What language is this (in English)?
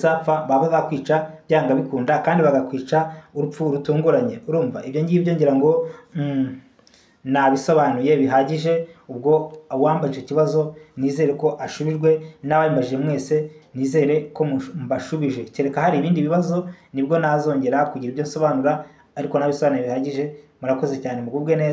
Kinyarwanda